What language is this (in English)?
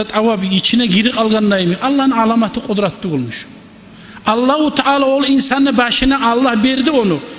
Kumyk